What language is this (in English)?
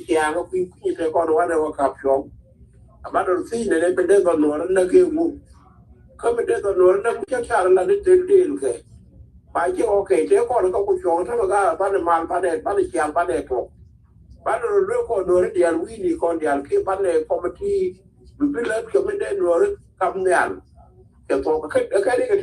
Nuer